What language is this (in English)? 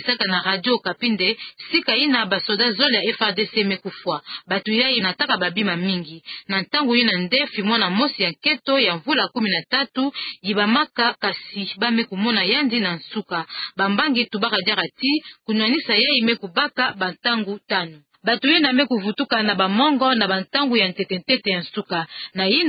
Kituba (Democratic Republic of Congo)